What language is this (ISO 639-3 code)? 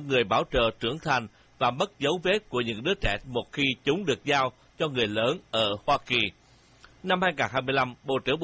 vie